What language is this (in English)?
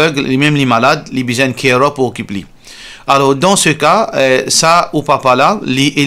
Morisyen